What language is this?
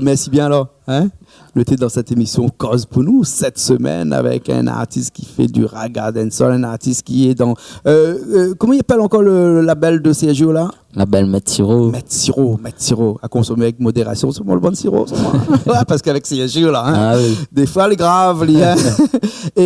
Réunion Creole French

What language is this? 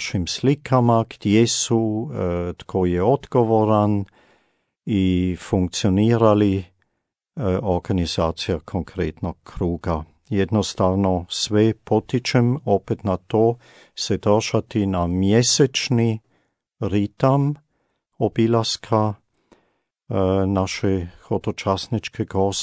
Croatian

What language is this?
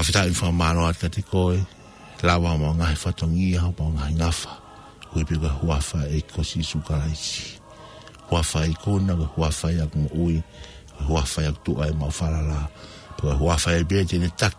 Tongan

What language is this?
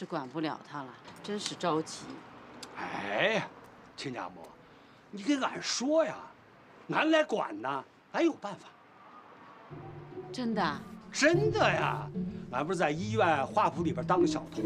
Chinese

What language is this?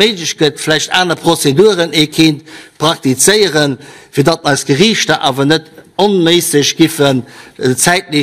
Luxembourgish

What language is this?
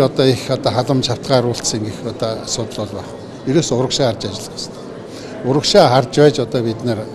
Mongolian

